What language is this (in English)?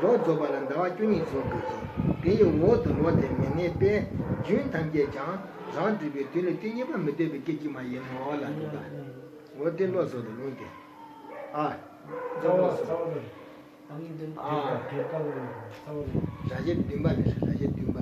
Tibetan